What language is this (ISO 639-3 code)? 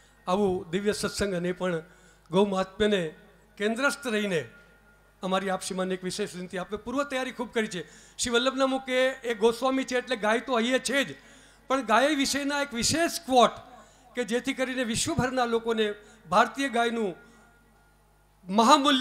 guj